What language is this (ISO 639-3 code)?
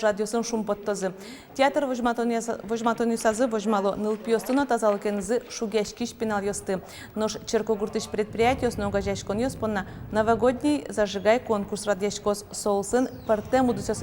udm